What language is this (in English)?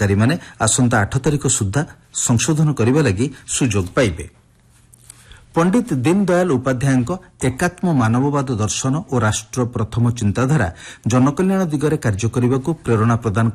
Odia